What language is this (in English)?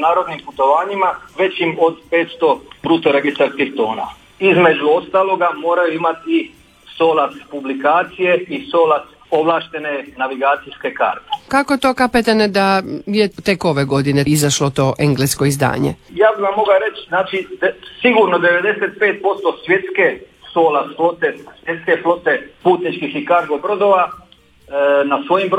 Croatian